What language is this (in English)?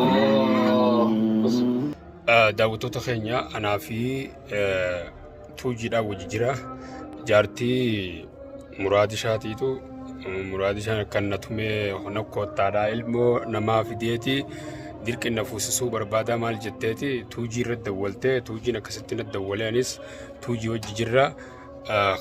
Oromo